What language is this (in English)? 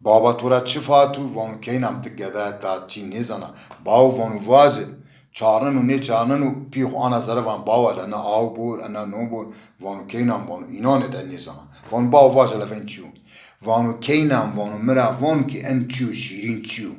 Zaza